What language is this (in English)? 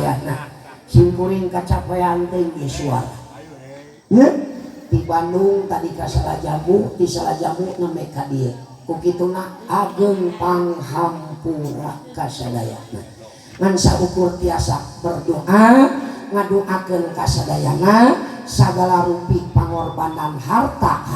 Sundanese